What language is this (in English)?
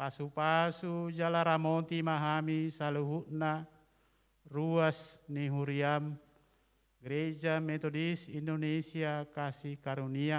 Batak Toba